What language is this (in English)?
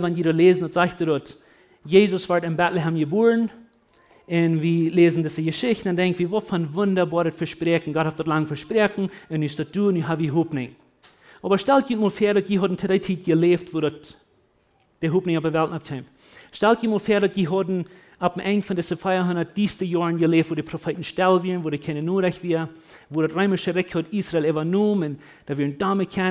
Plautdietsch